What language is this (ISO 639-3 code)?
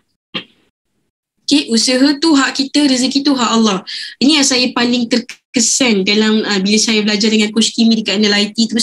msa